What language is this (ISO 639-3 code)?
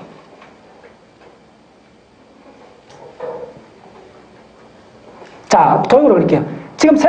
kor